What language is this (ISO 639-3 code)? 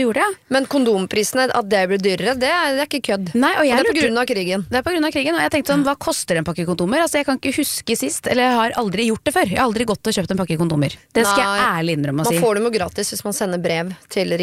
nor